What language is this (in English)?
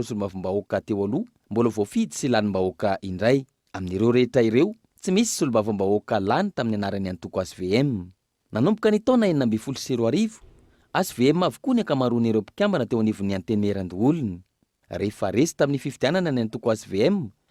Malagasy